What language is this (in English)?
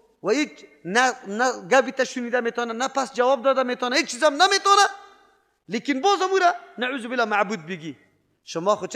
Persian